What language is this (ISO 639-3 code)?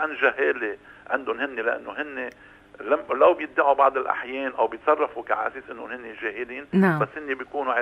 apc